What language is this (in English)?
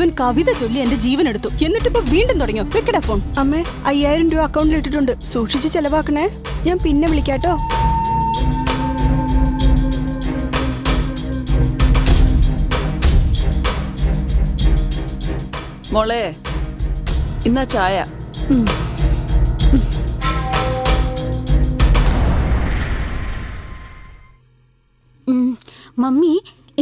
Malayalam